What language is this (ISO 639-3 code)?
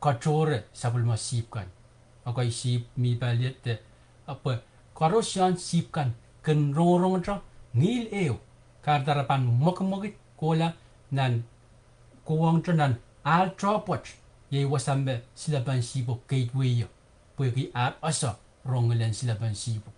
pon